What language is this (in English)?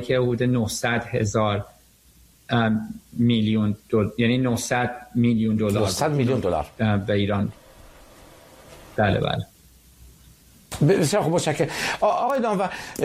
Persian